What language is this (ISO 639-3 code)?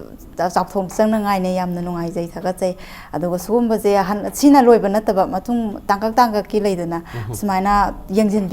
mni